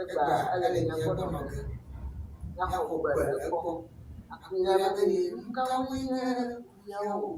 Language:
Ewe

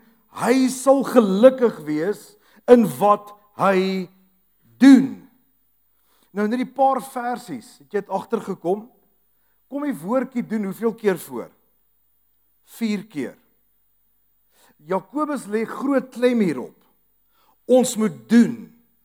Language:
Afrikaans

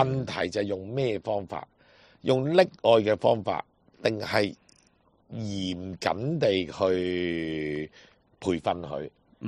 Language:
Cantonese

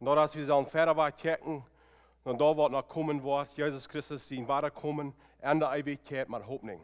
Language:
Plautdietsch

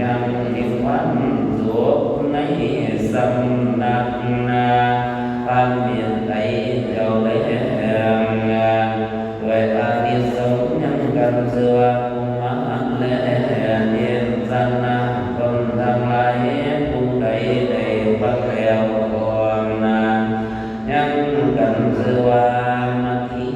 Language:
Northeastern Thai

